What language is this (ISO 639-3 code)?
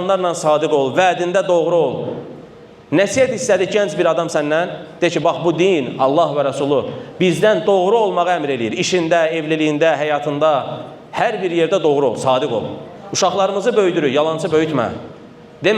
aze